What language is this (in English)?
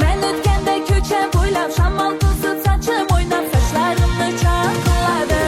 Kara-Kalpak